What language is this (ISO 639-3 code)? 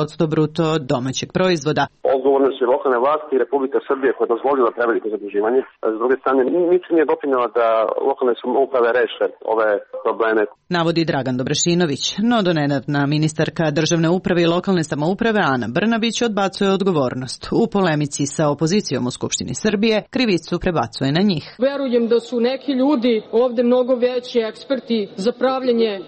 srp